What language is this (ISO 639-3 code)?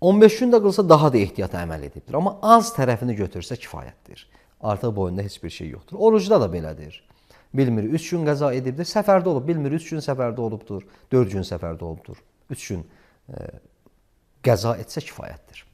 aze